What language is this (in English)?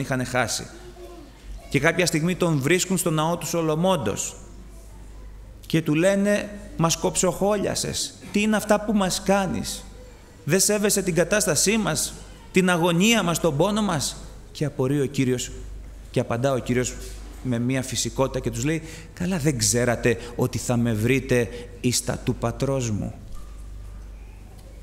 Greek